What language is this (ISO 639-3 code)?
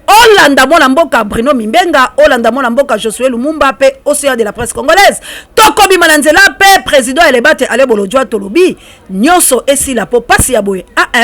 lin